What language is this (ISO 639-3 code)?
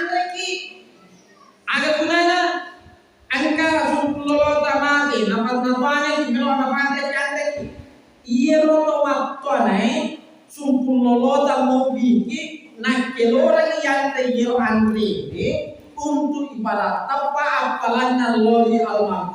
bug